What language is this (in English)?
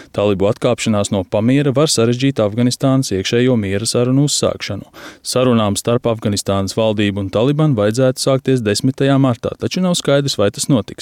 Latvian